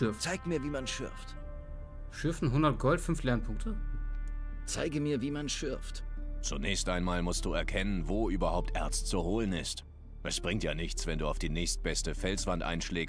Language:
German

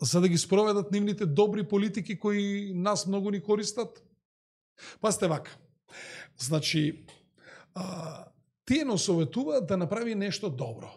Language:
Macedonian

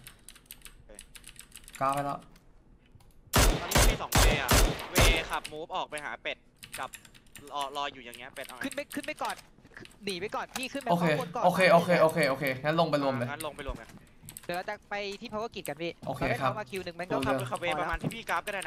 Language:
Thai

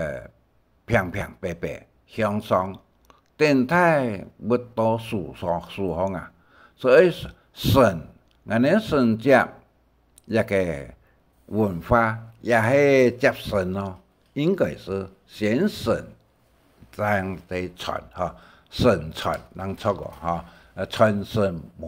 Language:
Hakka Chinese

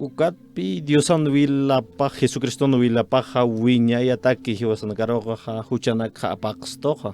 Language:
Aymara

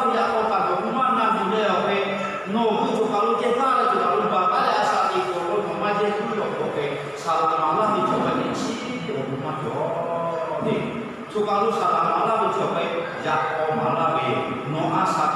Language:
Lahu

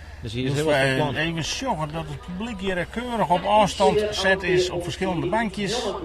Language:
Western Frisian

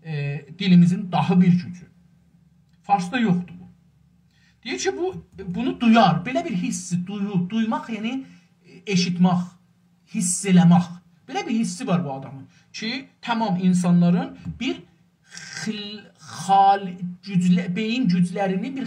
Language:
South Azerbaijani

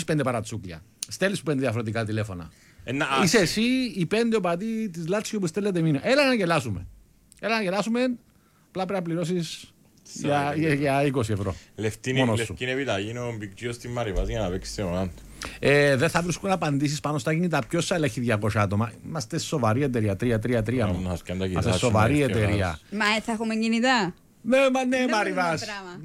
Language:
Greek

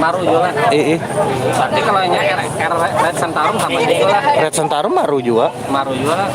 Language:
Banjar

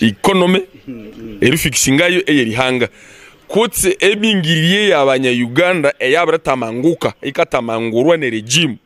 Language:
Nyankole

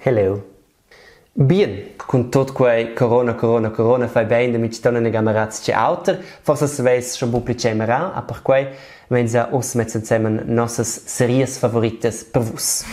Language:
Romansh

